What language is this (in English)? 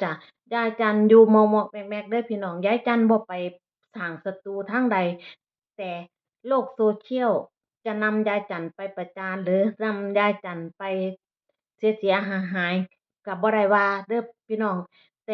Northeastern Thai